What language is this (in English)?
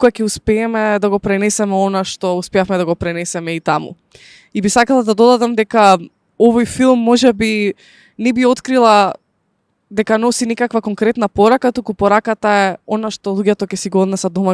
Macedonian